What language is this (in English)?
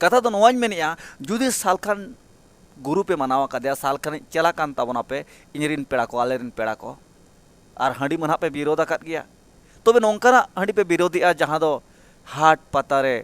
Santali